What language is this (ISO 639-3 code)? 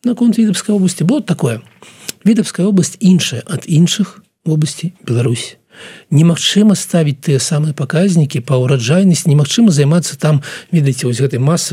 bel